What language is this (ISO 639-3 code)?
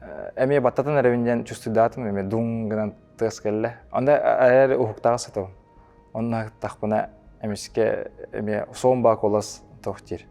sah